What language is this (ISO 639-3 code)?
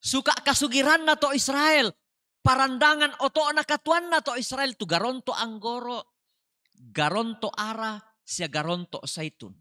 sda